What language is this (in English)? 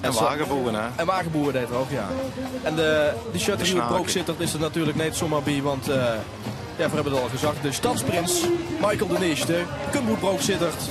Limburgish